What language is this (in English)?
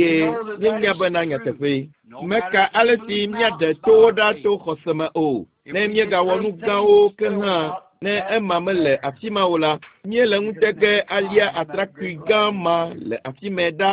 Ewe